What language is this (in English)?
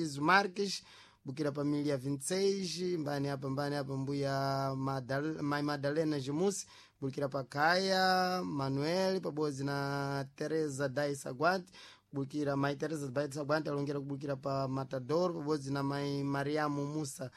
Sena